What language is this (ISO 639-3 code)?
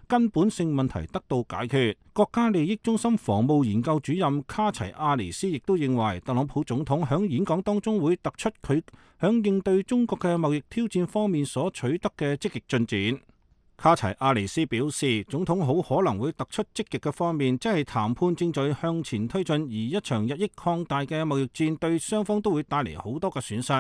yue